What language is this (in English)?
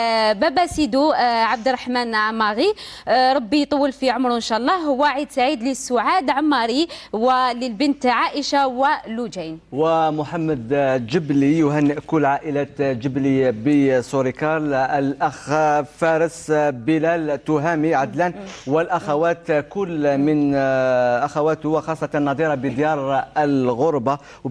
Algerian Arabic